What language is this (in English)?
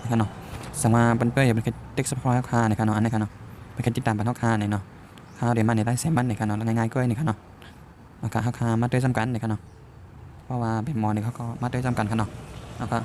Shan